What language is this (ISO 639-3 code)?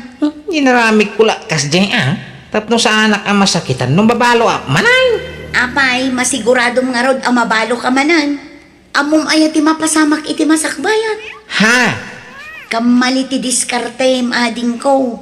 ilo